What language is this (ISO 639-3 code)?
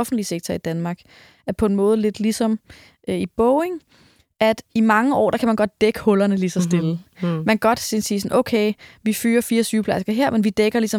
dan